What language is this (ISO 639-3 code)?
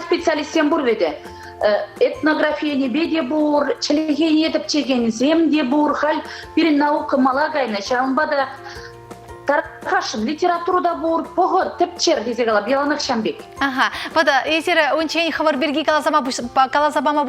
chv